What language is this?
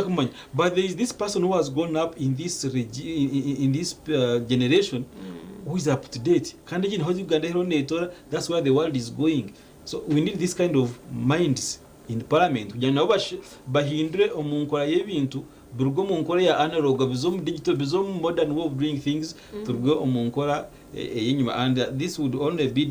Nyankole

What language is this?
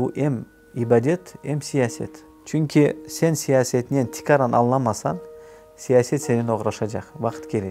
Crimean Tatar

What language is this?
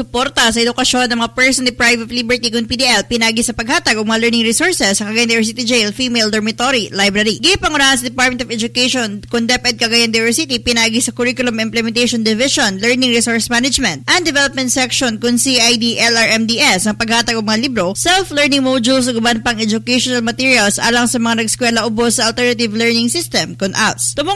Cebuano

